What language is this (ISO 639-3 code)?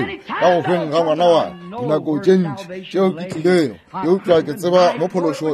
nso